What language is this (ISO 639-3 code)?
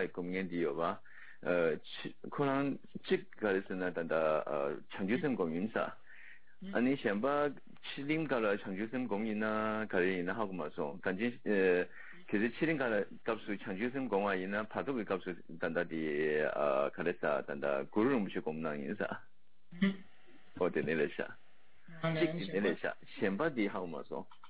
zho